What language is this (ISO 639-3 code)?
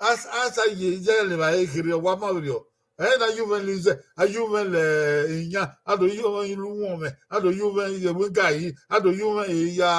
bin